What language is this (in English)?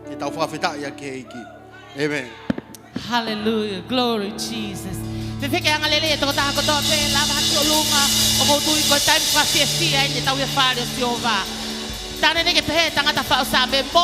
Tongan